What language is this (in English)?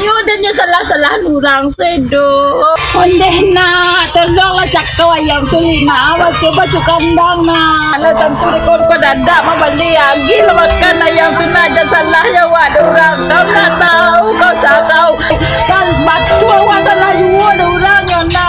Minangkabau